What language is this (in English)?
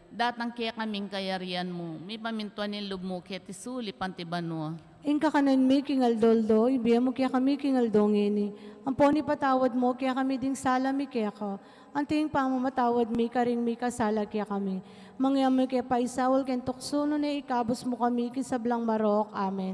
Pampanga